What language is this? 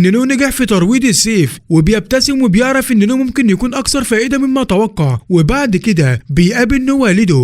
Egyptian Arabic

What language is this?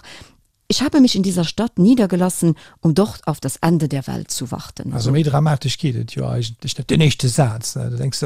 Luxembourgish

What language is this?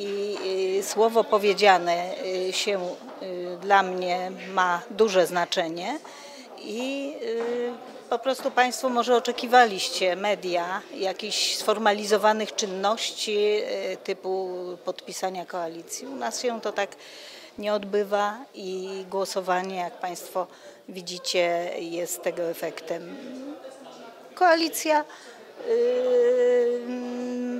Polish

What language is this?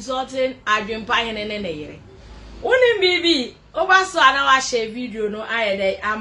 Akan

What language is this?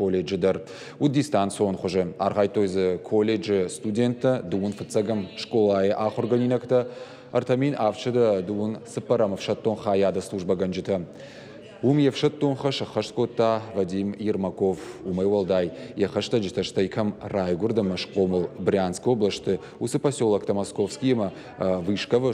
Ossetic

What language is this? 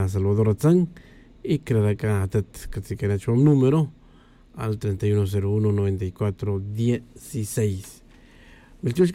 Tz'utujil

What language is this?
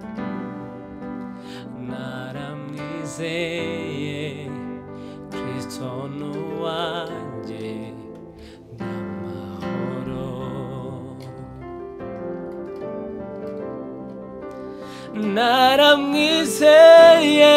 Kinyarwanda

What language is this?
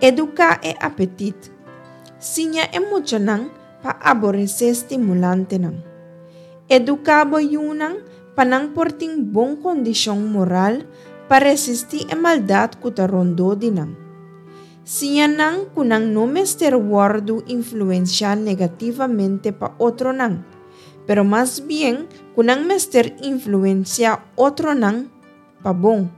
Papiamento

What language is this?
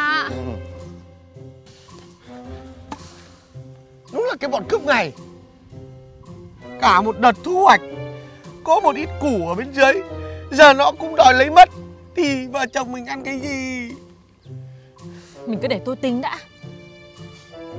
Vietnamese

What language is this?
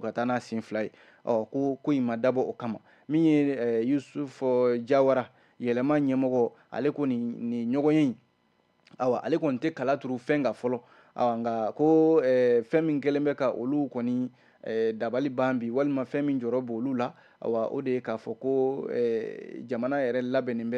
Bambara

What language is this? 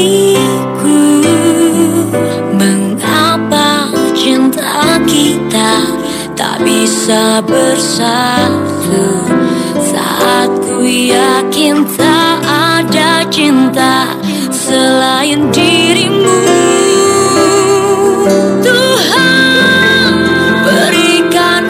Indonesian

